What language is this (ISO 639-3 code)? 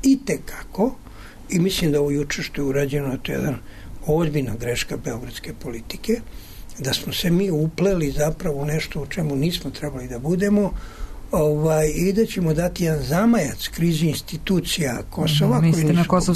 srp